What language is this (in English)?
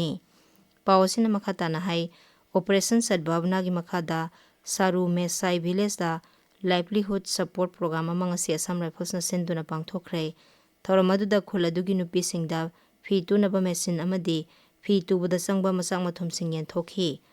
Manipuri